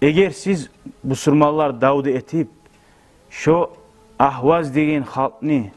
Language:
Kumyk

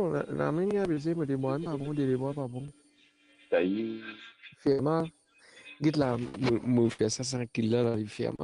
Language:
Morisyen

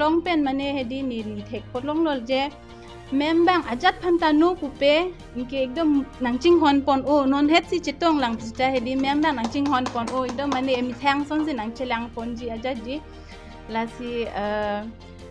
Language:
Karbi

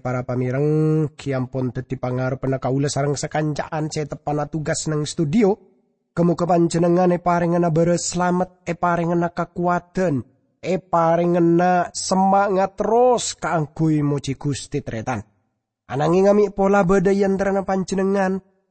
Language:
Madurese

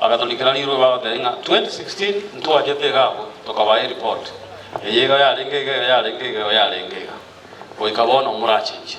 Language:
Gusii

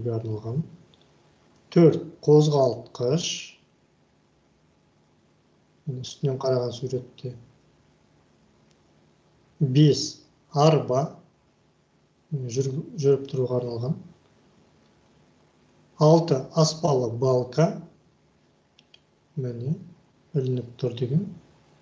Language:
Kazakh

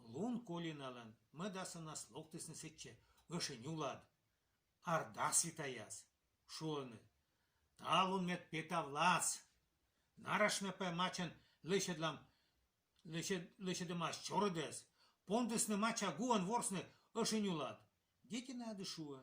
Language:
Komi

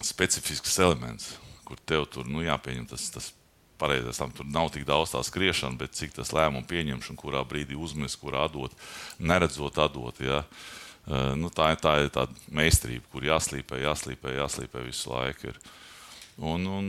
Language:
Latvian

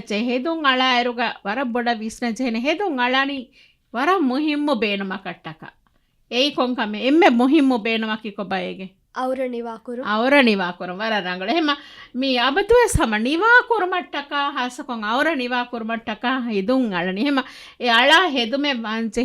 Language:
Divehi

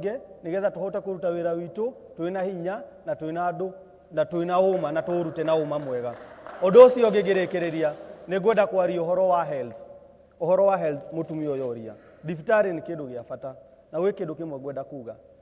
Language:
Kikuyu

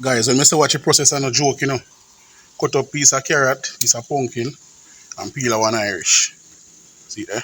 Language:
Jamaican Creole English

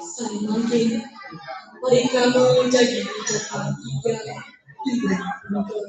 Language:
Balinese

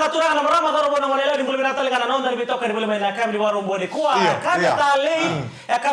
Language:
Fijian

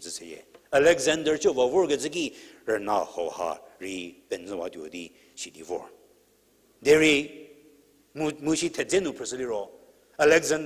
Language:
Angami Naga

